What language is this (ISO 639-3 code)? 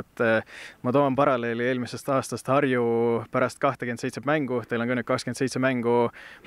est